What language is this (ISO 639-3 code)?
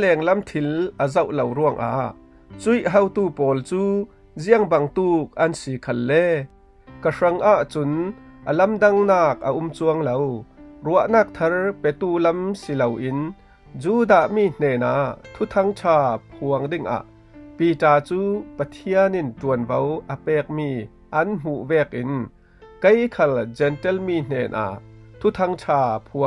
cfm